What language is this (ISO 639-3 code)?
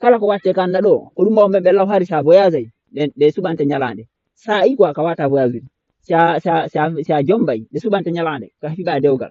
ful